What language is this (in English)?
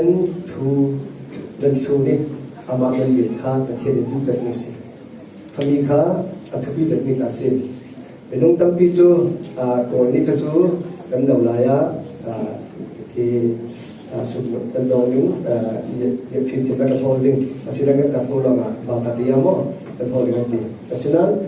Falam Chin